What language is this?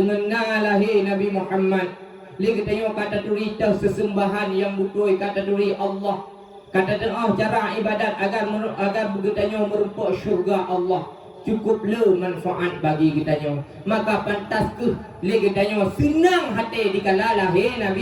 Achinese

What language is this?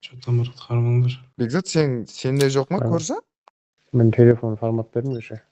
Kara-Kalpak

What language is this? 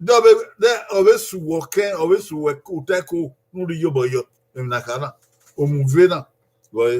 Bini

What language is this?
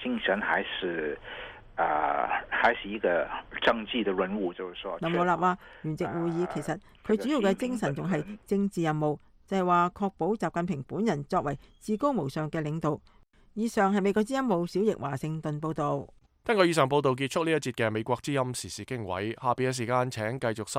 Cantonese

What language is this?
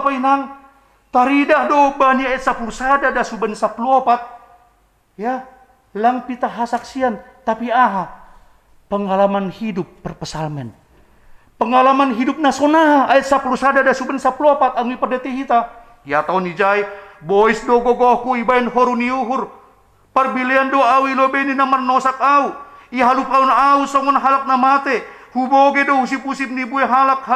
Batak Simalungun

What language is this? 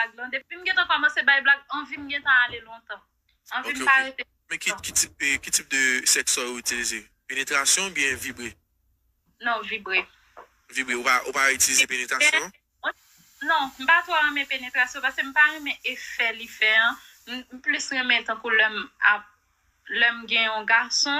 Haitian Creole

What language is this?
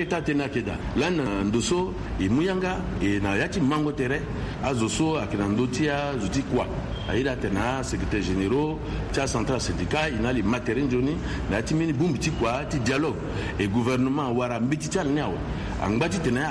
Sango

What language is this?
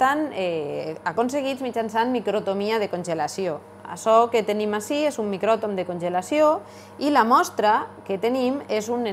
Catalan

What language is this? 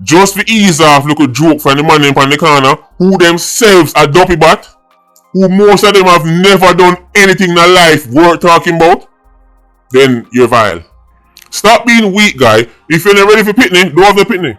Jamaican Creole English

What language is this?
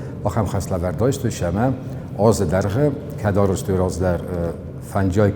Ossetic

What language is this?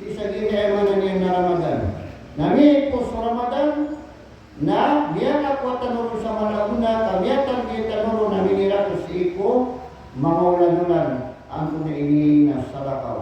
Maranao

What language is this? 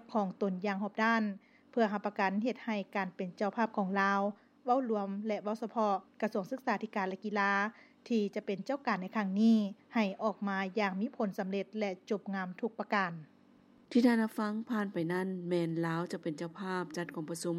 Lao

